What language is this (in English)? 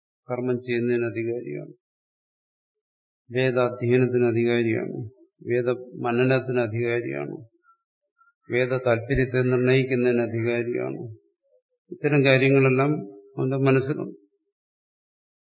Malayalam